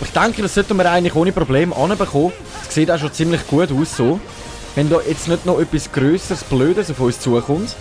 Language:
Swiss German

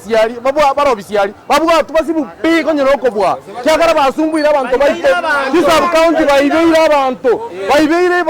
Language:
Gusii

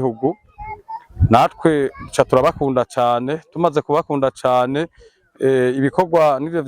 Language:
Rundi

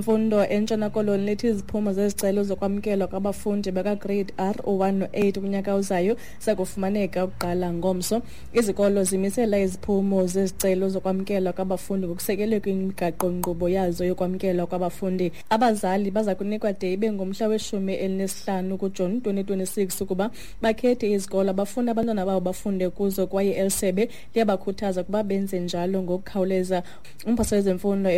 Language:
Xhosa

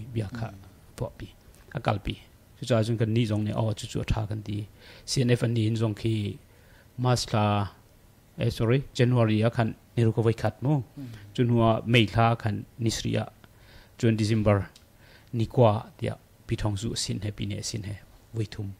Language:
Hakha Chin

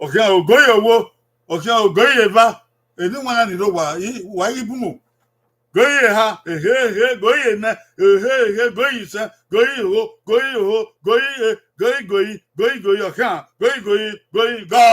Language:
Bini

